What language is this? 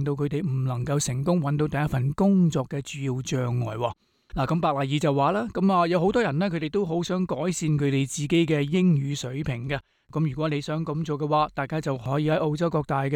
Cantonese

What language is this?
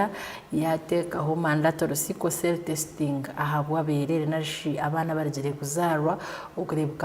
Nyankole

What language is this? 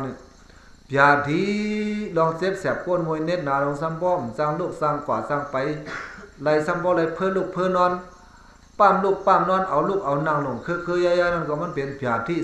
Shan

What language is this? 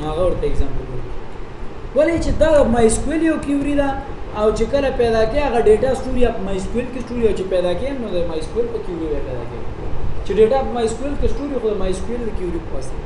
Pashto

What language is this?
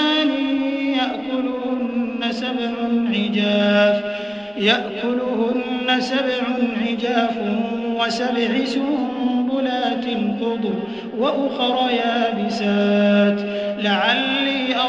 Urdu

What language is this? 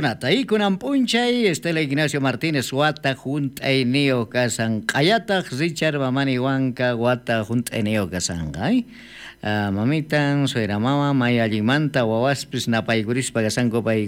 South Bolivian Quechua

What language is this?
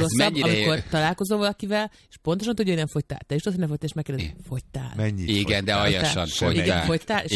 Hungarian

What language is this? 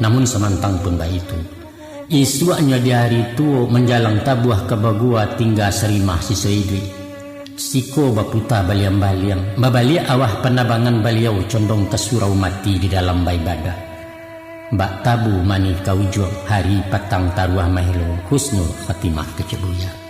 Minangkabau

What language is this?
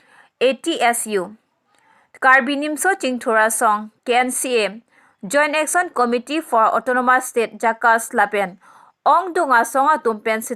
Karbi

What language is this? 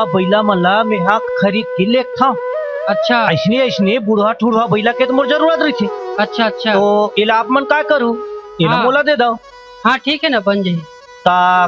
Chhattisgarhi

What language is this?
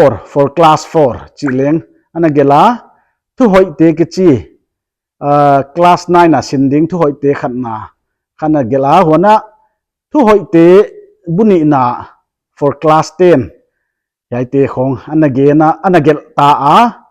Paite Chin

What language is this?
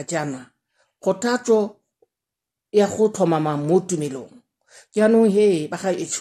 Tswana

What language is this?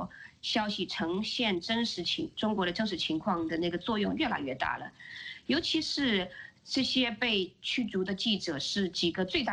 Chinese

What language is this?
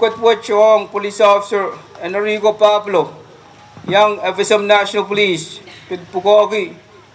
Pohnpeian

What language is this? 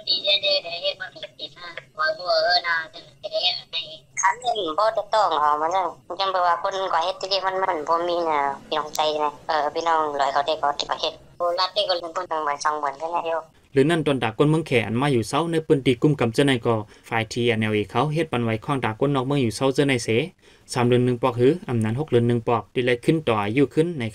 Shan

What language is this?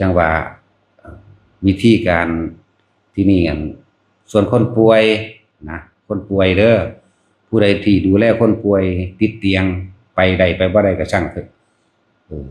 Northeastern Thai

